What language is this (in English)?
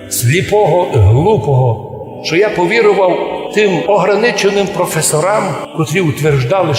Rusyn